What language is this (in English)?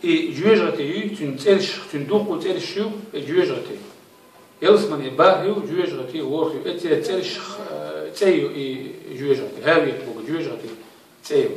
Chechen